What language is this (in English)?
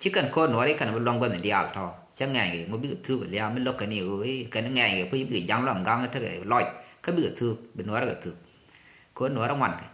Nuer